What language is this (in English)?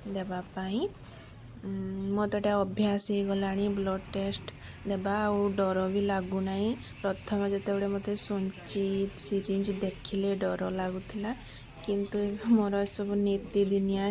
Odia